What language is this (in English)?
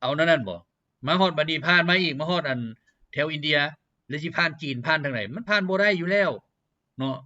Lao